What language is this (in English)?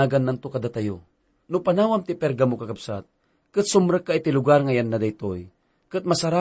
Iloko